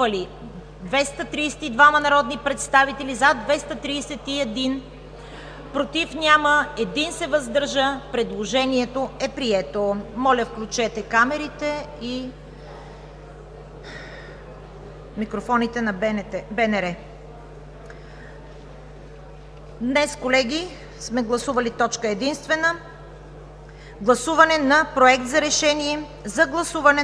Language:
Bulgarian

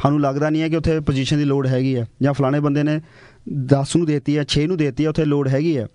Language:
Punjabi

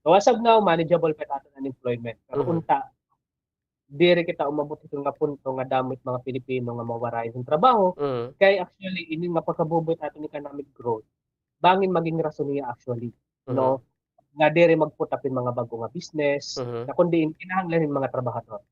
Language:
Waray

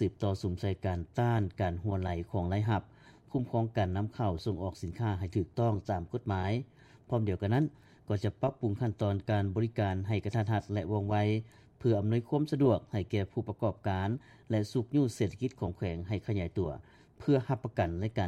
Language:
Lao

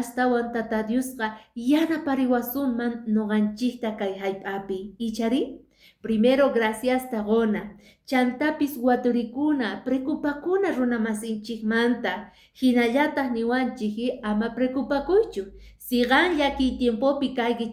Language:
Quechua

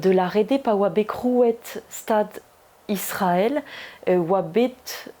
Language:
Breton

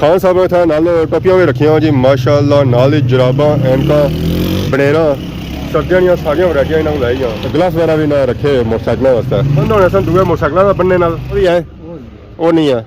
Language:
Pahari-Potwari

